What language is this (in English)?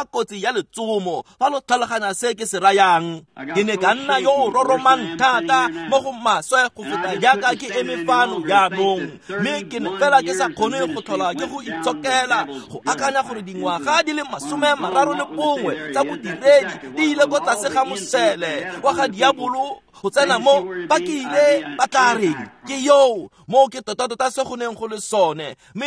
Tswana